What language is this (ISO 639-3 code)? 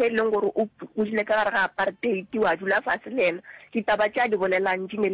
nso